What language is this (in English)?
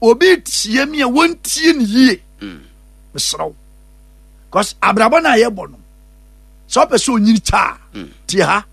Akan